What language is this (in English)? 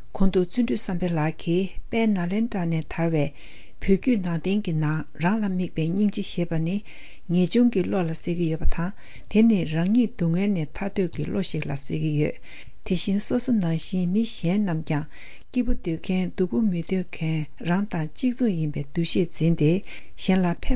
Tibetan